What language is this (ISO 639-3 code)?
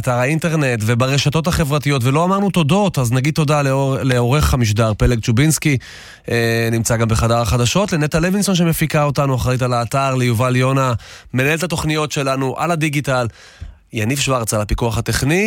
heb